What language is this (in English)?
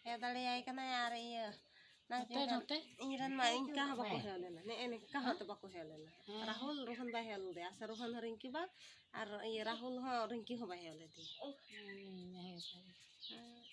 Santali